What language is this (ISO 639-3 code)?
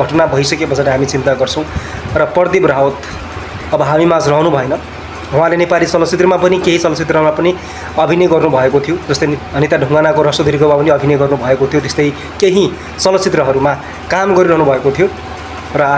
nep